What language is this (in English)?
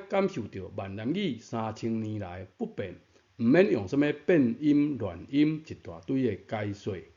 Min Nan Chinese